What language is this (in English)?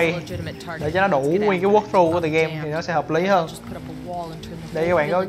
Vietnamese